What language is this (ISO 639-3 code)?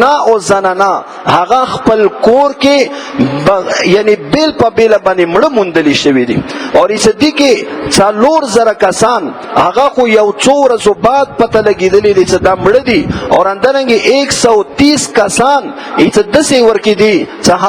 pus